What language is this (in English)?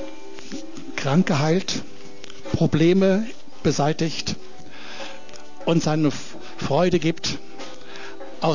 German